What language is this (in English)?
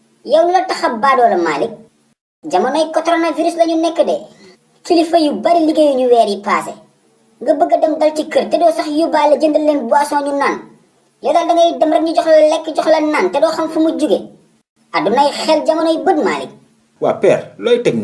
Wolof